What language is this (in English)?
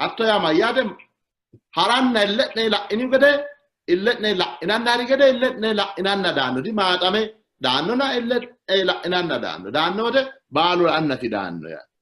Sidamo